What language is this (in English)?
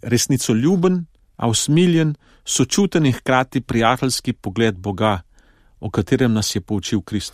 Slovenian